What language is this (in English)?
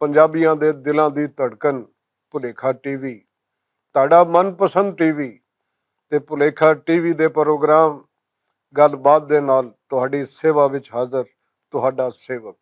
Western Panjabi